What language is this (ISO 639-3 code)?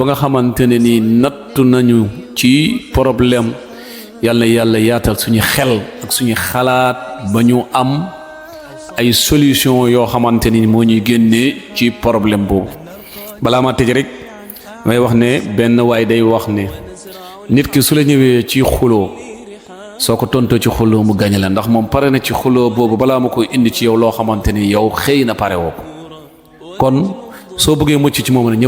wol